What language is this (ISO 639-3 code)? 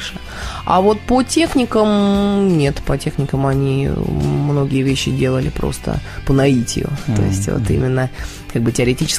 rus